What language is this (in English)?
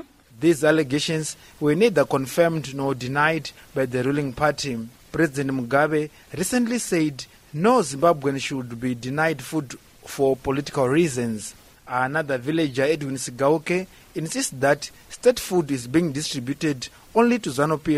English